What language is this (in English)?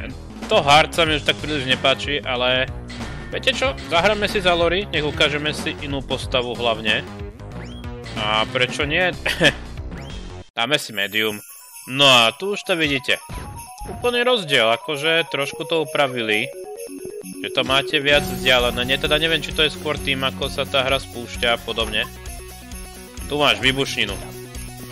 Slovak